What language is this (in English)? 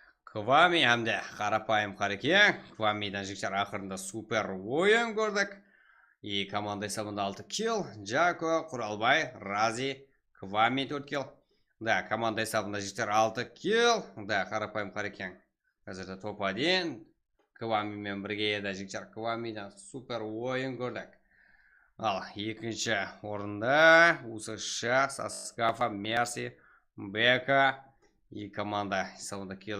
Kara-Kalpak